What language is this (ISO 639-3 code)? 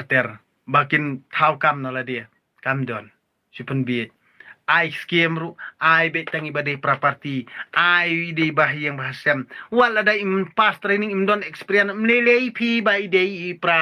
kha